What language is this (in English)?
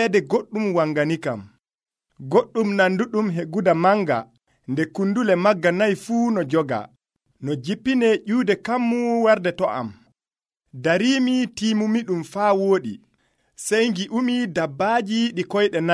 Nigerian Fulfulde